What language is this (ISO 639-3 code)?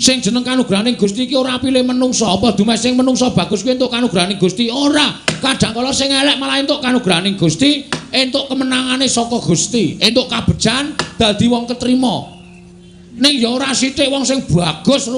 jav